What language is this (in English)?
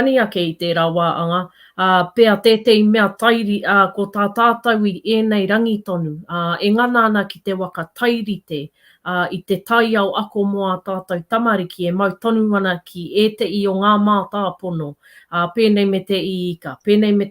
Māori